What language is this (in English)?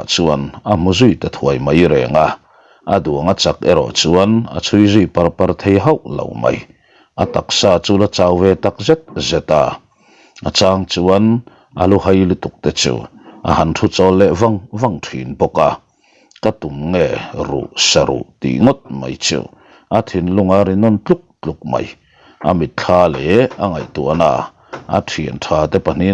Mizo